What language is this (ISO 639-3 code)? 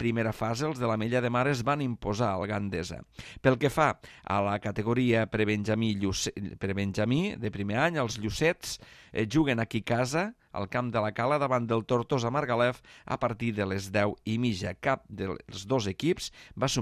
cat